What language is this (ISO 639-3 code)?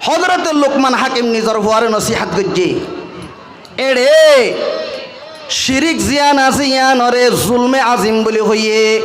rhg